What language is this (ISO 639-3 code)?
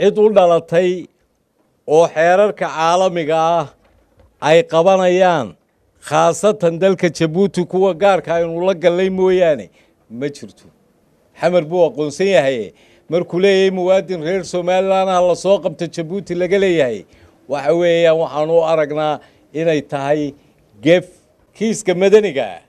som